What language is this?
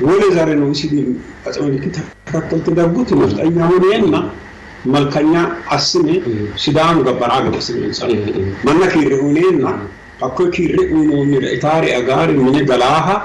Sidamo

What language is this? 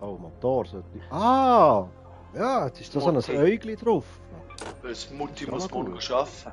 Swiss German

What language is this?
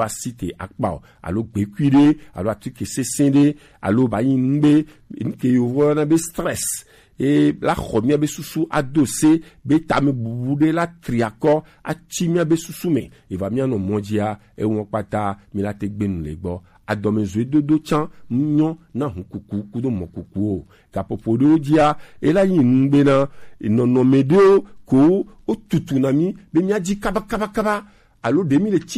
Gen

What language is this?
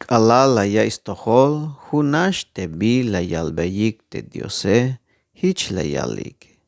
Tzeltal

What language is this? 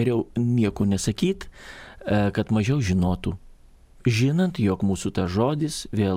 Lithuanian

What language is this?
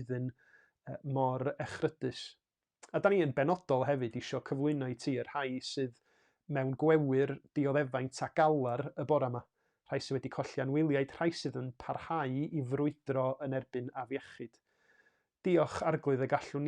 Welsh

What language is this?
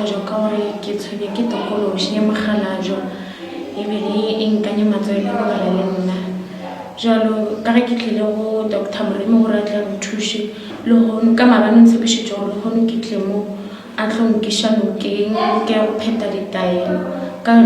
Northern Sotho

